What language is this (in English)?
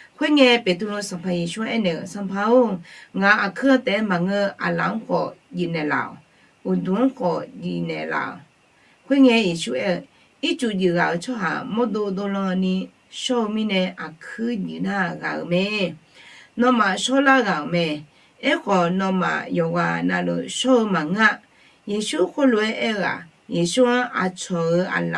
Akha